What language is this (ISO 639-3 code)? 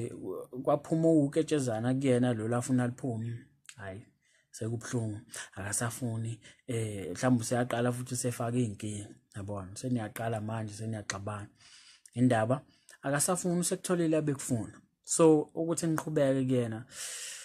zul